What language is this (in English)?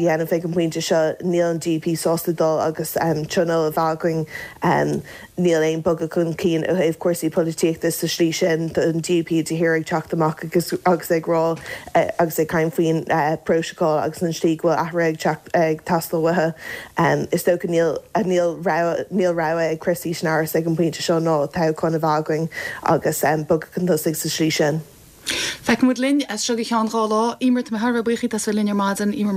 Irish